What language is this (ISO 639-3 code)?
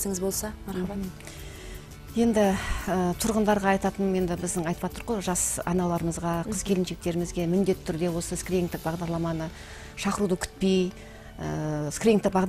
kaz